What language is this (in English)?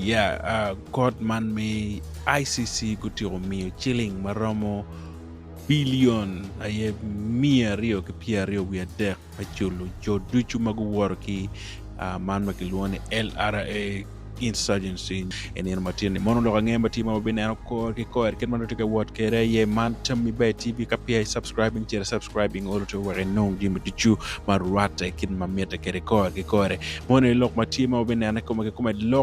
Acoli